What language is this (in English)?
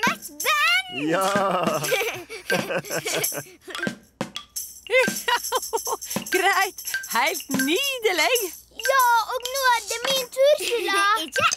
Norwegian